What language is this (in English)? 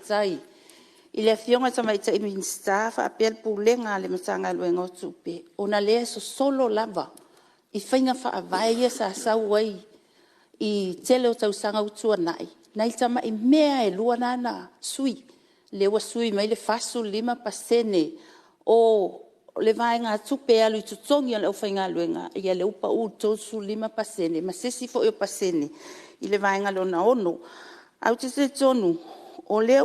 Samoan